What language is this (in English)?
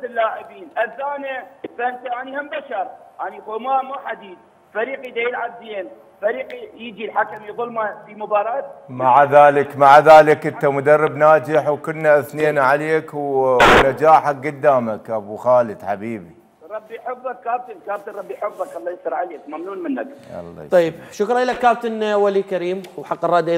Mesopotamian Arabic